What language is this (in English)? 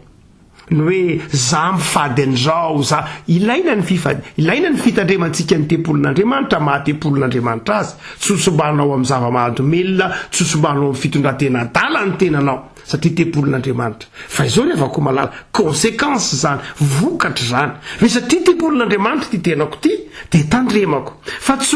Malagasy